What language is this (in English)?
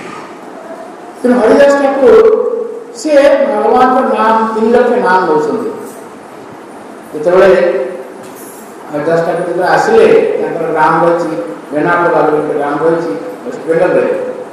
Odia